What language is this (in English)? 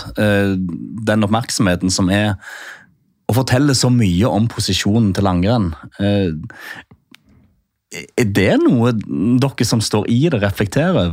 Norwegian